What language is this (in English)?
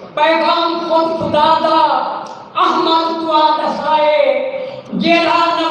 Saraiki